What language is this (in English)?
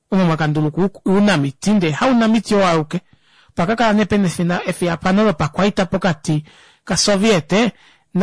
Kuanyama